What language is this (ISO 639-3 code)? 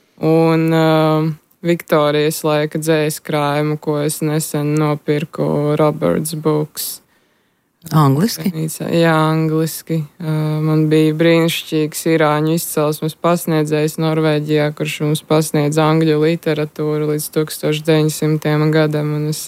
lav